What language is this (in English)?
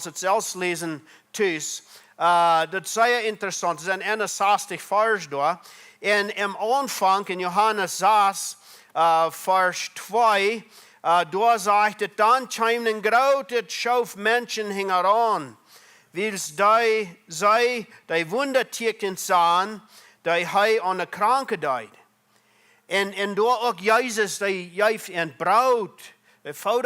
Plautdietsch